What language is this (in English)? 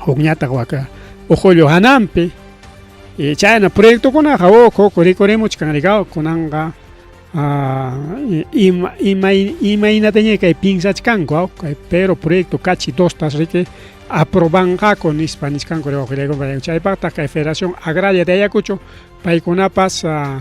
Ayacucho Quechua